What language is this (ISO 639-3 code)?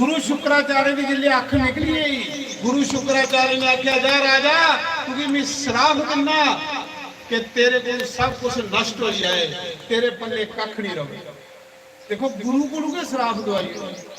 doi